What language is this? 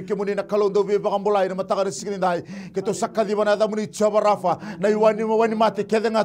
Fijian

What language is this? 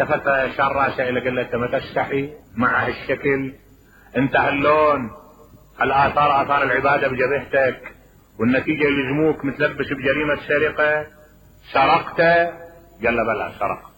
Mesopotamian Arabic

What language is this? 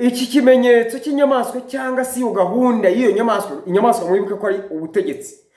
Kinyarwanda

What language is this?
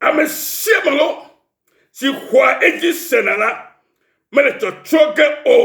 Ewe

